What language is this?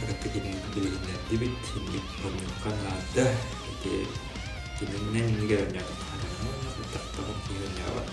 Yakut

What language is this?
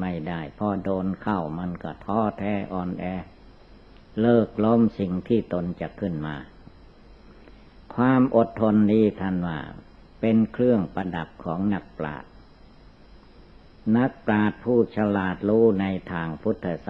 Thai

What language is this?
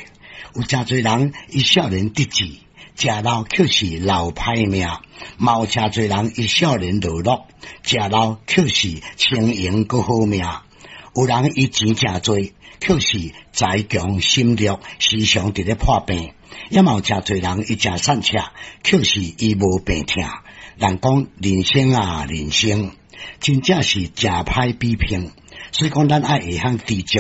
Min Nan Chinese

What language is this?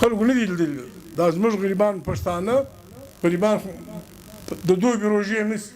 Pashto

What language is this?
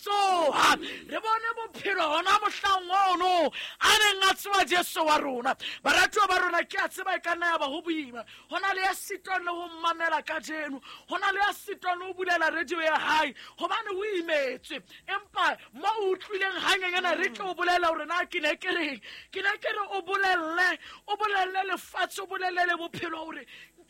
Southern Sotho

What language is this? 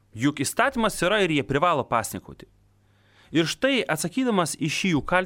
Lithuanian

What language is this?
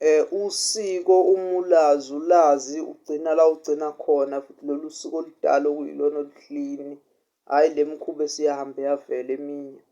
Zulu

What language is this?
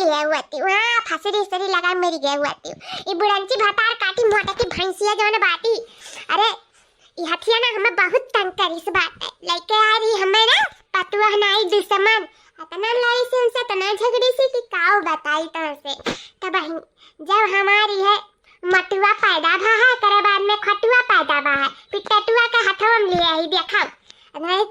Awadhi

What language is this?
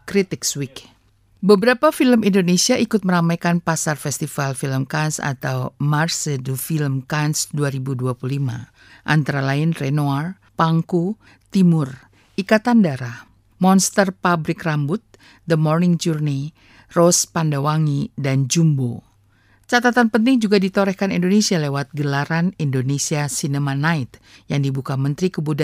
Indonesian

